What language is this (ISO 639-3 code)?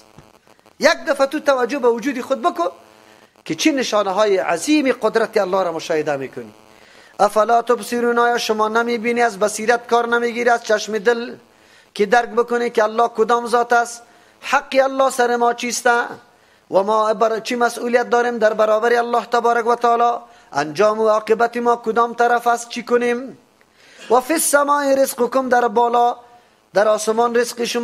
fas